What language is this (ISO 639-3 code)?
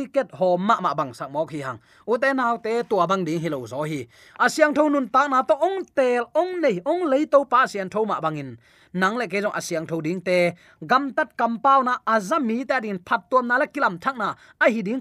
ctd